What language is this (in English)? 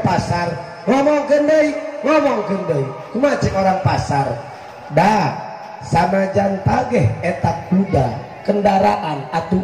Sundanese